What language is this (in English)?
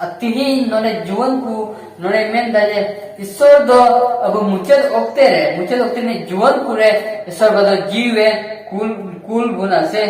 Santali